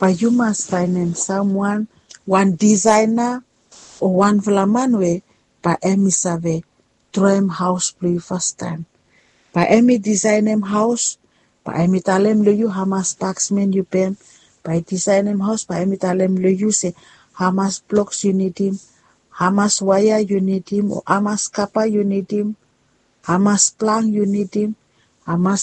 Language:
Bislama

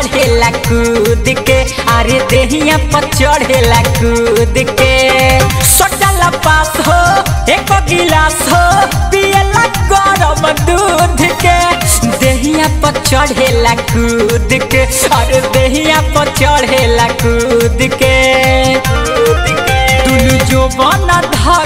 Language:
Bhojpuri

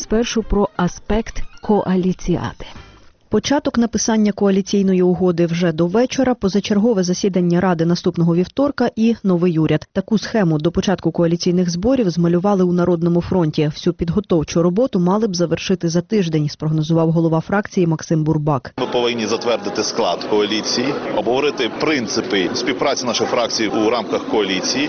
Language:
Ukrainian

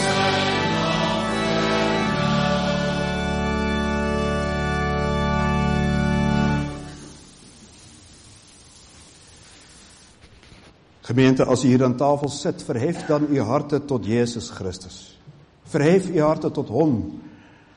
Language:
Afrikaans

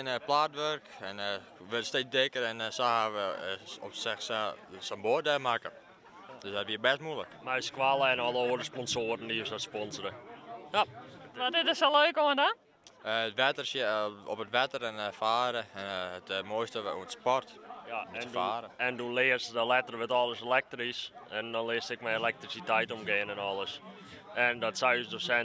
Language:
Western Frisian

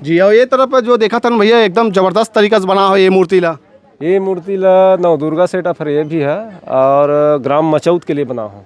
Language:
Chhattisgarhi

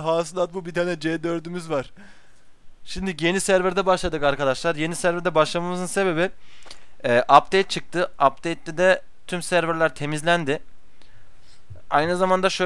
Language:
Turkish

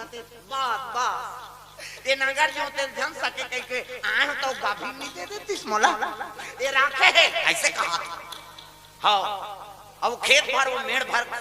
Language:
Chhattisgarhi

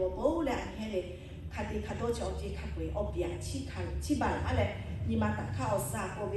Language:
Lahu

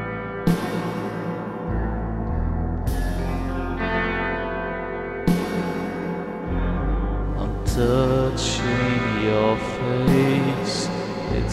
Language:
English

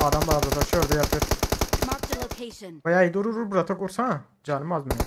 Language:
Turkmen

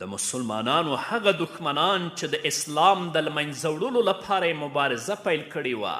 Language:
Pashto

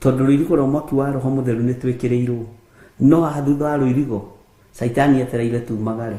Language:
Kikuyu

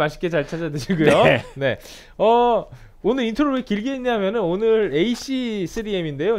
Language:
Korean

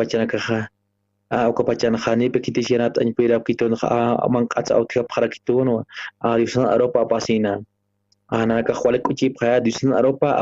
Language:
Aymara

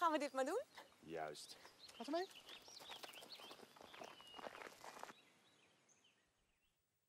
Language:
Dutch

